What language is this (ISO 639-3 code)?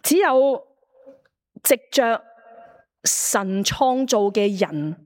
yue